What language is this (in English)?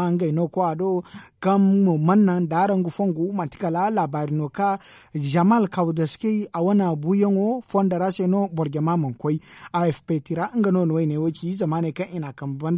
Zarma